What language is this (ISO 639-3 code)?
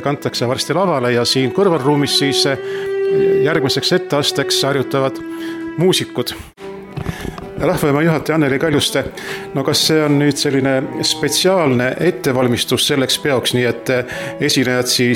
est